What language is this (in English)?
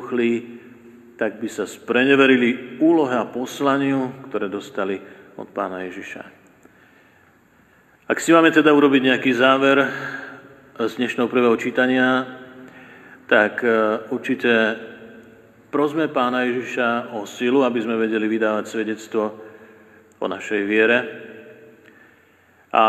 Slovak